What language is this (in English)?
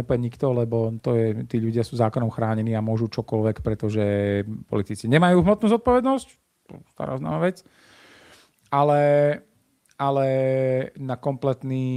Slovak